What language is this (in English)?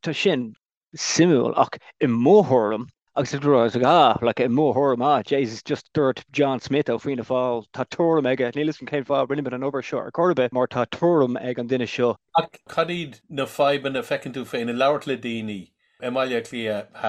Irish